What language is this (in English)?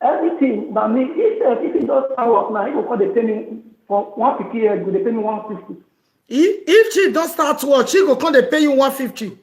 Nigerian Pidgin